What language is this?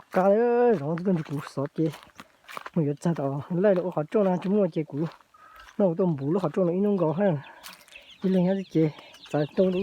Hmong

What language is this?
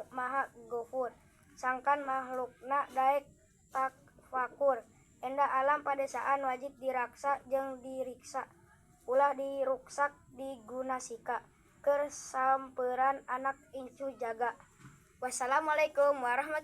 Sundanese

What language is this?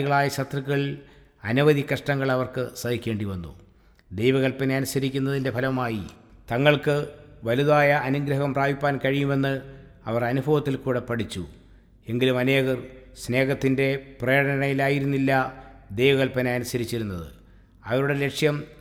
Malayalam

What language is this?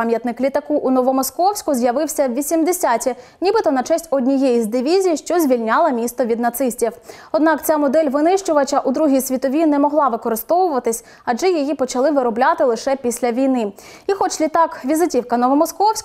Ukrainian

